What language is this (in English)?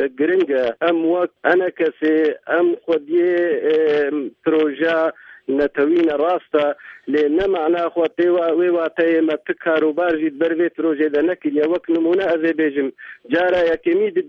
Kurdish